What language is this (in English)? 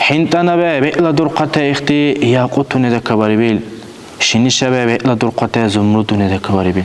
Dargwa